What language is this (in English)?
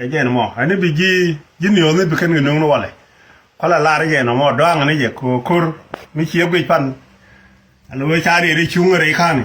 Nuer